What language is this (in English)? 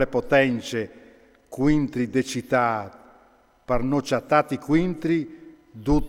Friulian